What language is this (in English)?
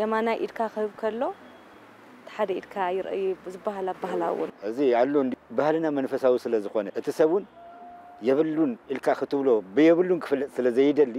Tigrinya